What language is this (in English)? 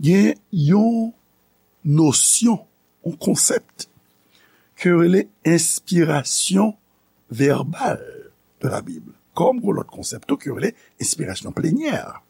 Haitian Creole